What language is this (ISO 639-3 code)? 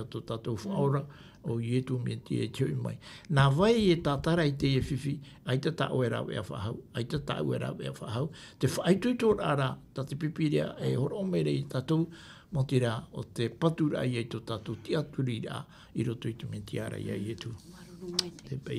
tah